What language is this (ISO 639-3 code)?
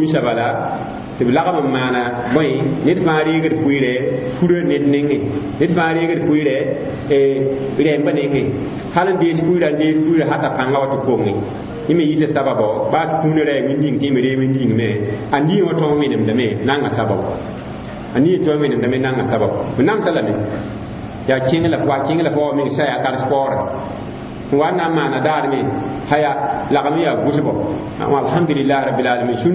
mos